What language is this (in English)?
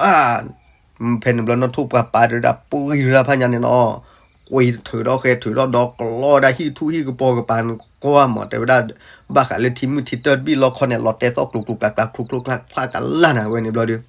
S'gaw Karen